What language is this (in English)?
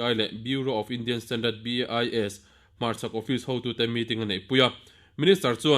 Mizo